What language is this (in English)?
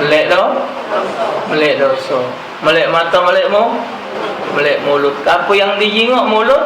Musi